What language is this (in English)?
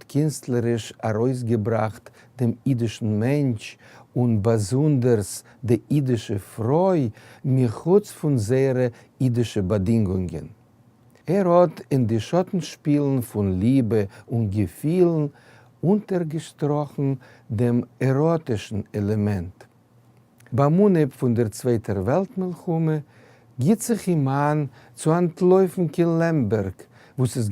Yiddish